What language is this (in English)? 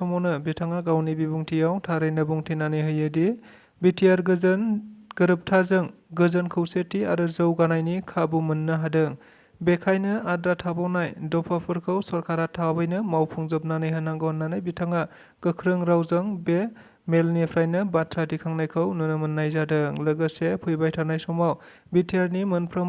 Bodo